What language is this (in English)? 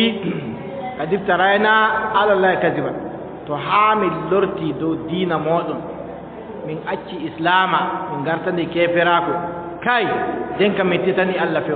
Adamawa Fulfulde